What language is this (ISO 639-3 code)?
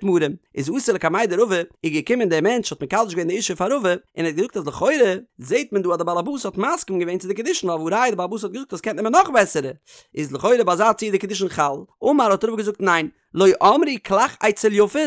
yid